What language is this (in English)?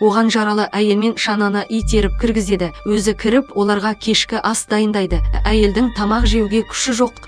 Kazakh